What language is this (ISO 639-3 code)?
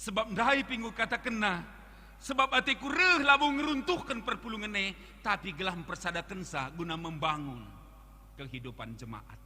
btx